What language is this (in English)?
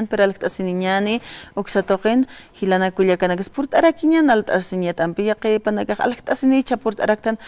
Aymara